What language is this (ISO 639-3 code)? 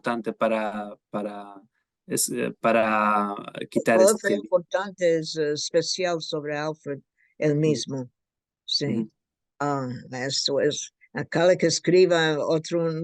lad